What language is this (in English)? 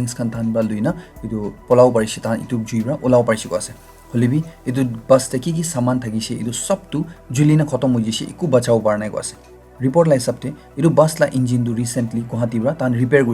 Naga Pidgin